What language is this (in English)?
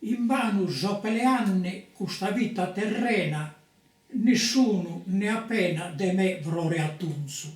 Sardinian